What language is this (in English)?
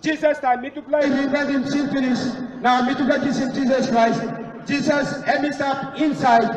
Tok Pisin